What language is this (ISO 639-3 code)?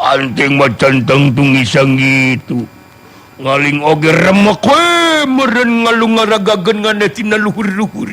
sun